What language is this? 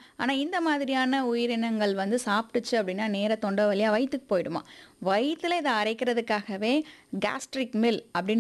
Tamil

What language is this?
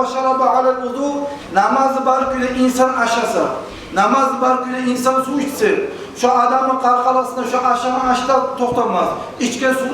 Kumyk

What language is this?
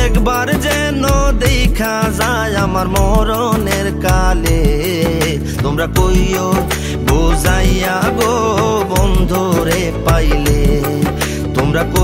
Bangla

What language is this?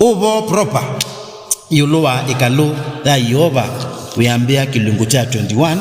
Kamba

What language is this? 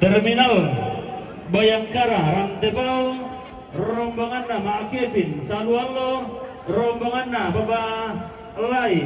Toraja-Sa'dan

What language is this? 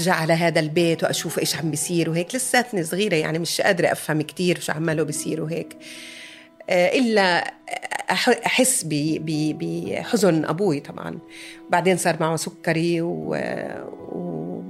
North Levantine Arabic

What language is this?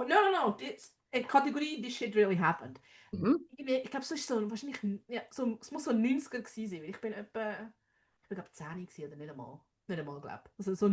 Swiss German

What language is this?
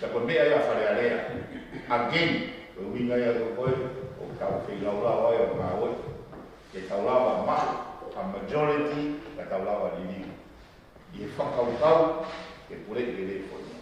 Tongan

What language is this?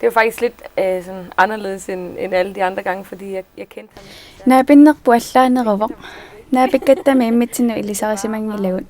Kalaallisut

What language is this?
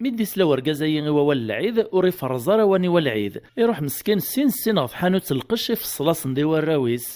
Kabyle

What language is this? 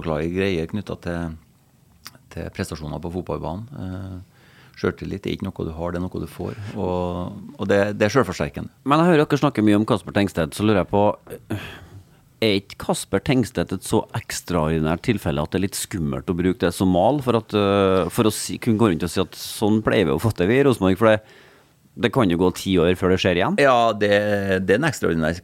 Norwegian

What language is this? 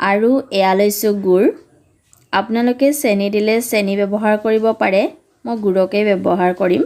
Assamese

